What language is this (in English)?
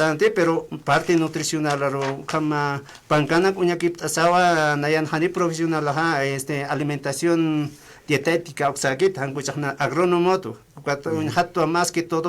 Aymara